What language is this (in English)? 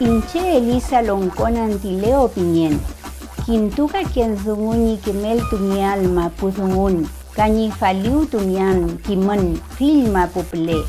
Mapuche